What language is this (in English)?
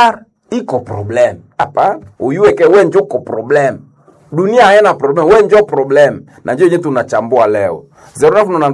Swahili